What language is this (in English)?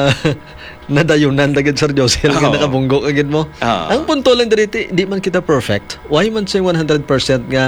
Hiligaynon